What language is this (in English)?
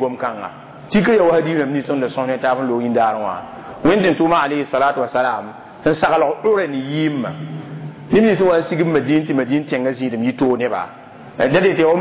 Mossi